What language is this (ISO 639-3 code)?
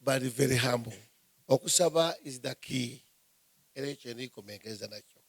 xog